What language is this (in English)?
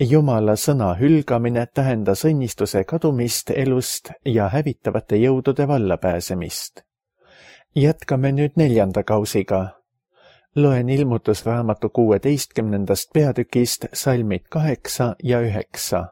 Estonian